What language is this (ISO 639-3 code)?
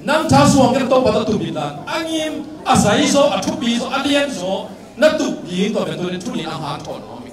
ctd